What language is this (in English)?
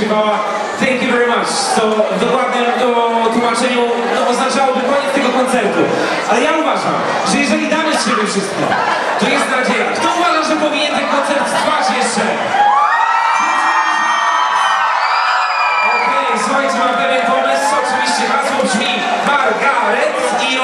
Polish